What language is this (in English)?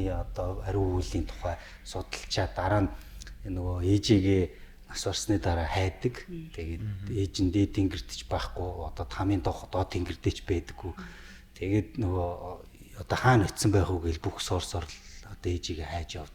Mongolian